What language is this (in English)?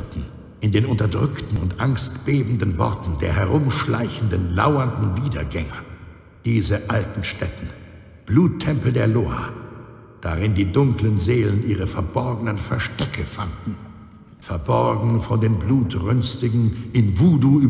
Bavarian